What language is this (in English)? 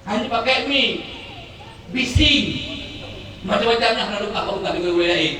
Achinese